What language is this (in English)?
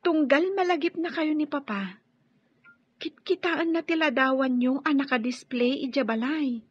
Iloko